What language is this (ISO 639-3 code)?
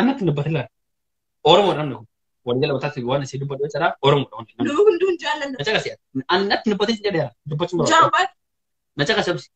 orm